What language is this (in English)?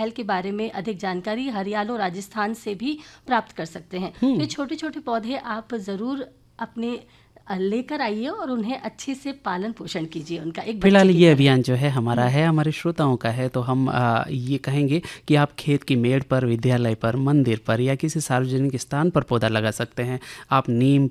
Hindi